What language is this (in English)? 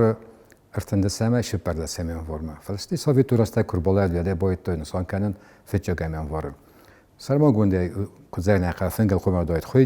Ossetic